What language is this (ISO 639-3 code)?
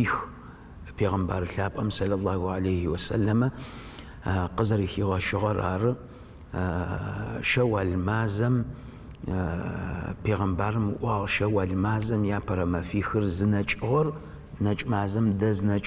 ady